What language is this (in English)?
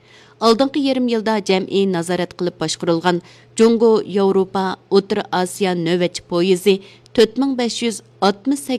Uyghur